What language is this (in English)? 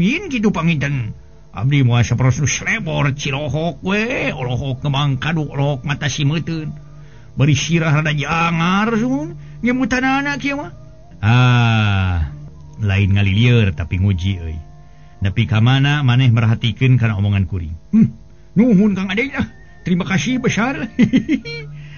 Sundanese